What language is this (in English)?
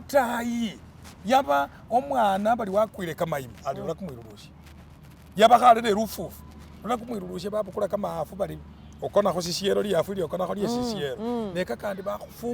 Masaaba